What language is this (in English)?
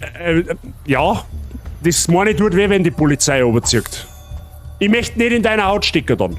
Bavarian